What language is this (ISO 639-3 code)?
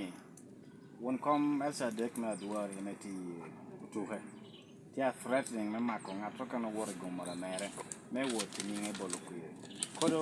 laj